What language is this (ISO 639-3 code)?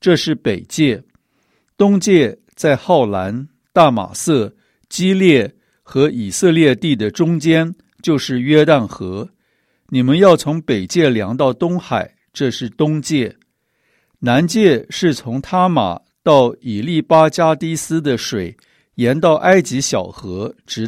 zho